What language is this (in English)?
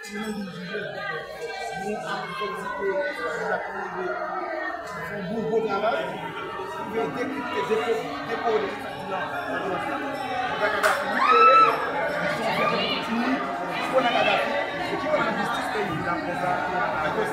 Haitian Creole